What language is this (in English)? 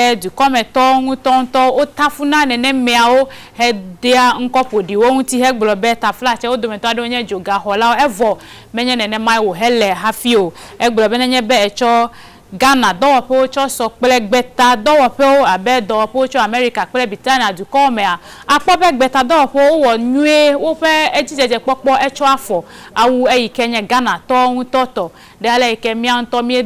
Ewe